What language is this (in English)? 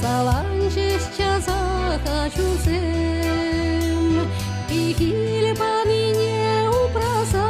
Chuvash